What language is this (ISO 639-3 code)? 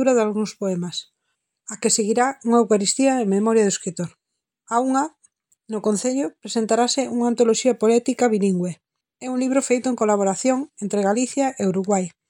glg